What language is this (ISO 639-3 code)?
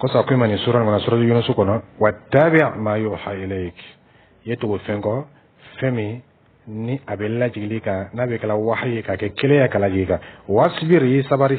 dyu